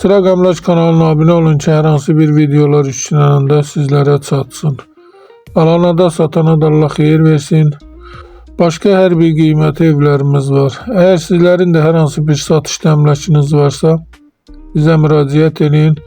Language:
Azerbaijani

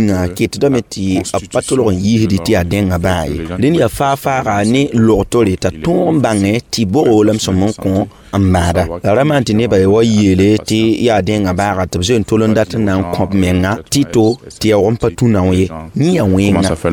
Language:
Mossi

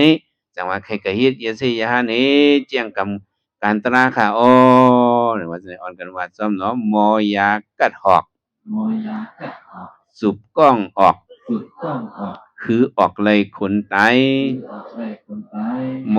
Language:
Shan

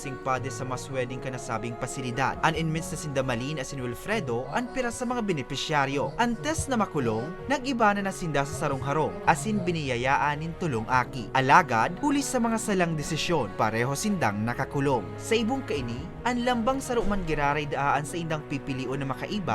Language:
Bikol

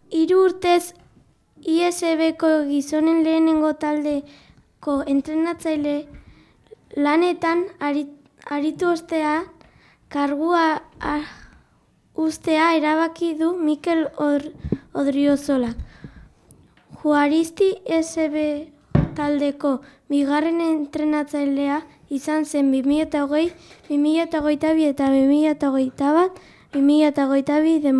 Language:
Basque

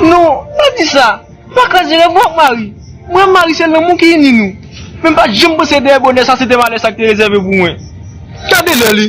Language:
Haitian Creole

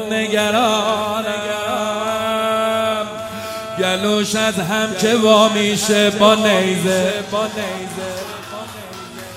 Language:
Persian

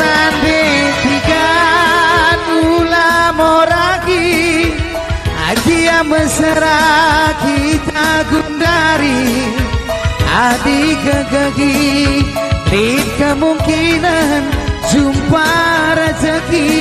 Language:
Batak Karo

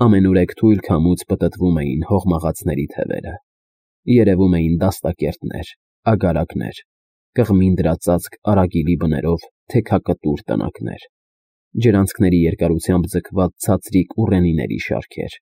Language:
Armenian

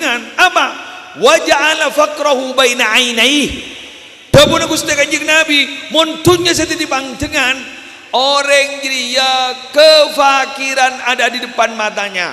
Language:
Madurese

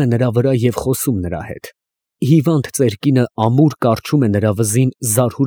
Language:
Armenian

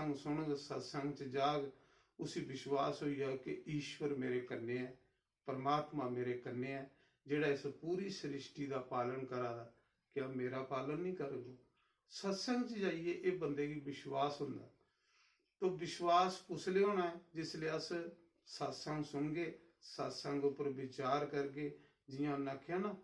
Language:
Dogri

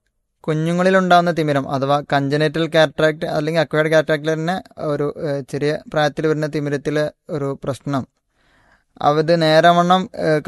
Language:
Malayalam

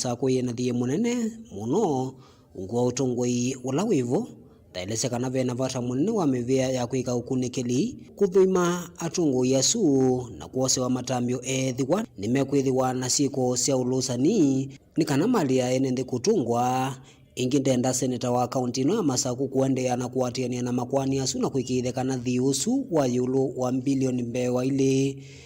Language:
Kamba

